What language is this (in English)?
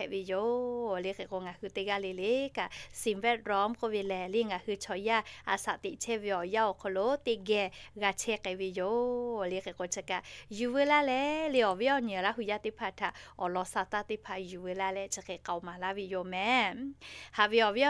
Lahu